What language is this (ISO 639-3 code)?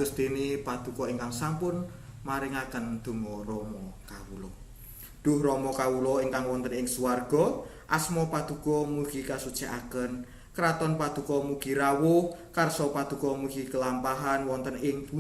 jav